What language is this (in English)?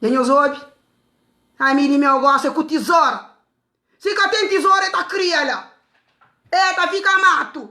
Kabuverdianu